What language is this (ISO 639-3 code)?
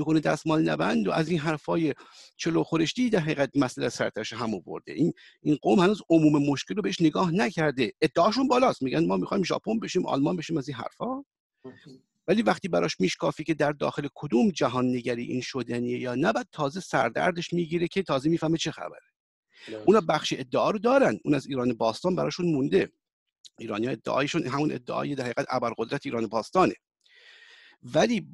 fas